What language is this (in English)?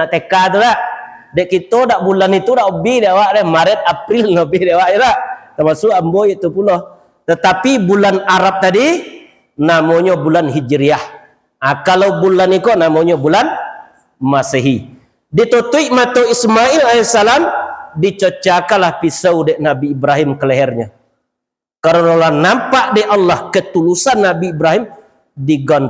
Minangkabau